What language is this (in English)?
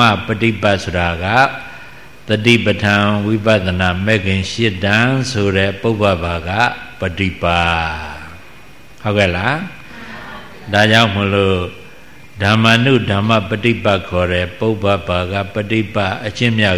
Burmese